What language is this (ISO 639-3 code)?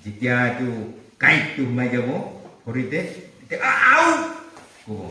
nag